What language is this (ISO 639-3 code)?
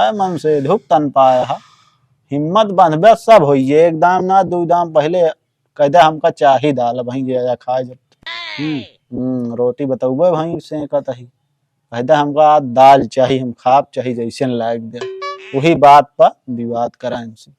awa